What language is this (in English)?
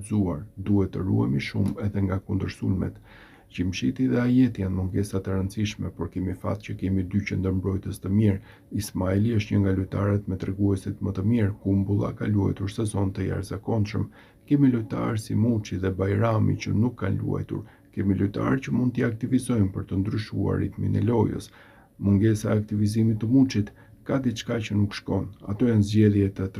Albanian